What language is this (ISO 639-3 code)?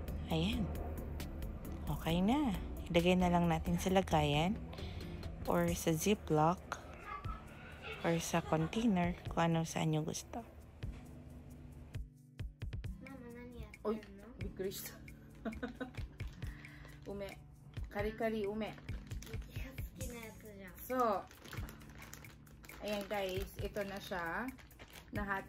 fil